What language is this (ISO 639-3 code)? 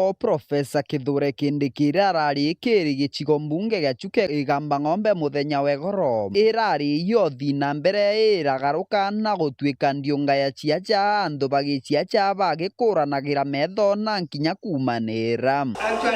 mer